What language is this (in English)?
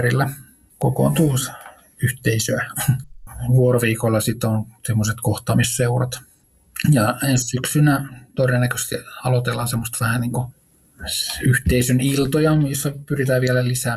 Finnish